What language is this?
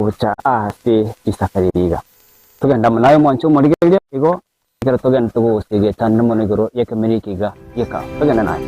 Gusii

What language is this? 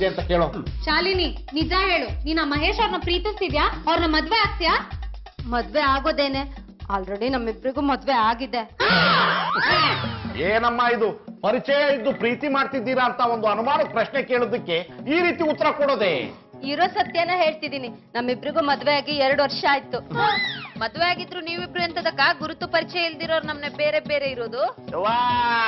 Kannada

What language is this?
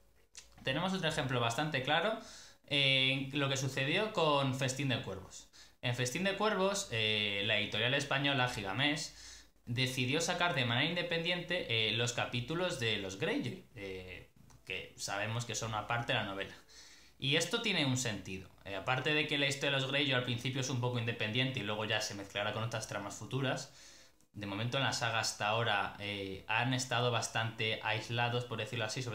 Spanish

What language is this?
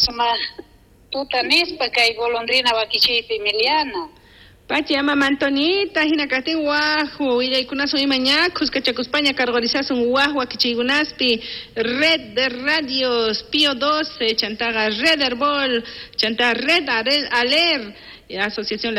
South Bolivian Quechua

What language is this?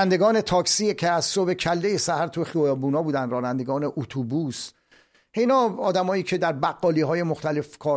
Persian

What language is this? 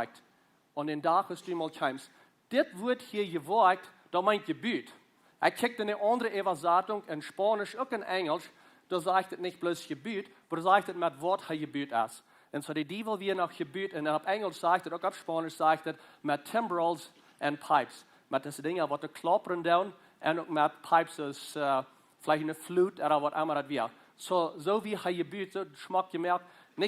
Plautdietsch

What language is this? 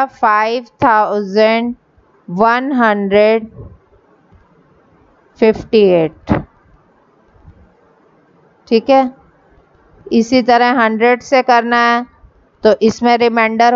Hindi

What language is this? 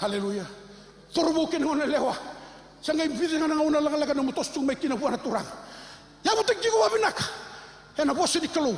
Fijian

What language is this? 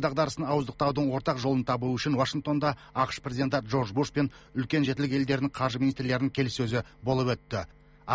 Kazakh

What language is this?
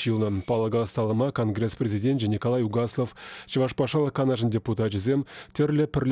Chuvash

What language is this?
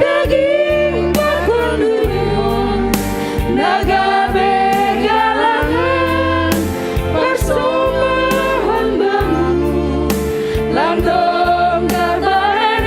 Batak Simalungun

